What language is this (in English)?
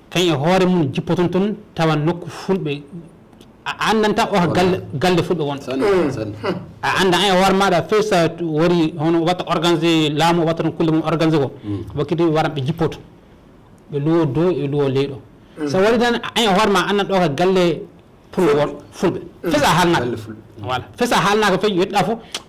Fula